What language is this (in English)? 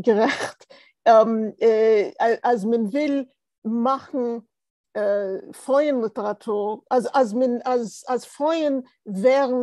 Yiddish